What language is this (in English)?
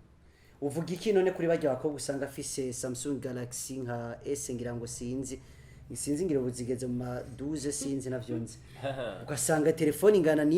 Rundi